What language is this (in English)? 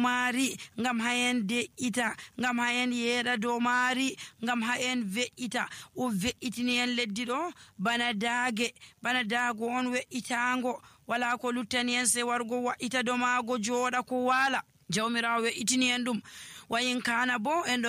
Nigerian Fulfulde